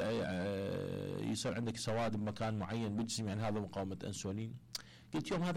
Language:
Mesopotamian Arabic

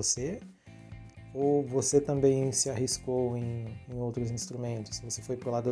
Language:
Portuguese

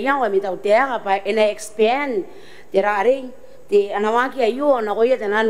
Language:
Gilbertese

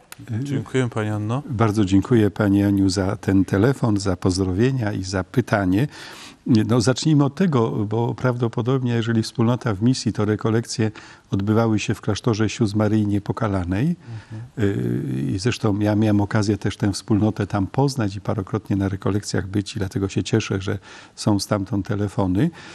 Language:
Polish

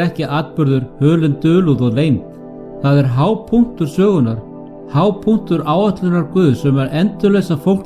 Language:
Icelandic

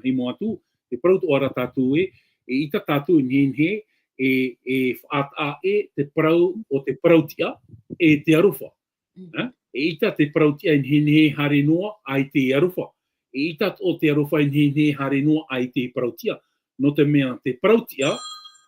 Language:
Tahitian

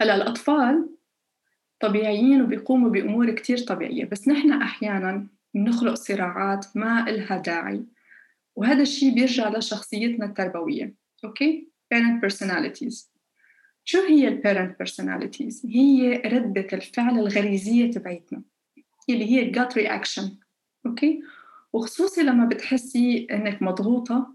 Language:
North Levantine Arabic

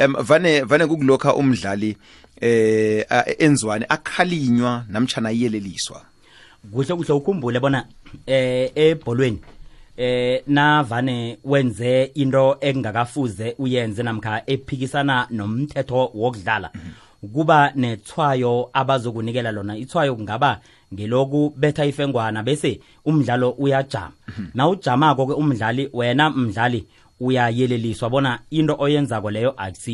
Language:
South Ndebele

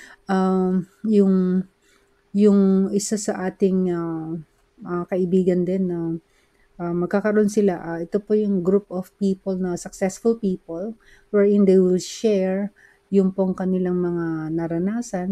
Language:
Filipino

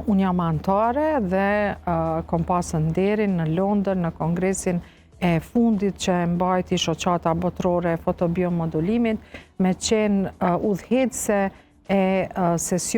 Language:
Albanian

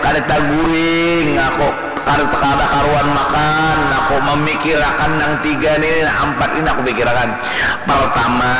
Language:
Banjar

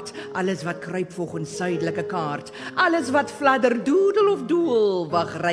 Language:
Afrikaans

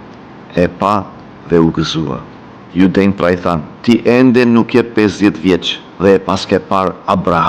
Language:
Albanian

